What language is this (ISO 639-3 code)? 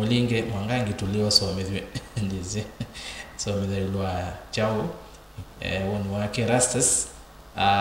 kam